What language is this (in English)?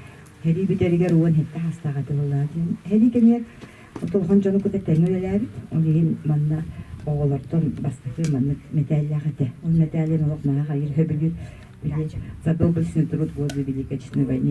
Yakut